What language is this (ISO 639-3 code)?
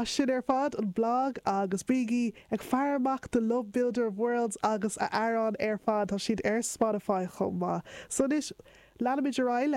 gle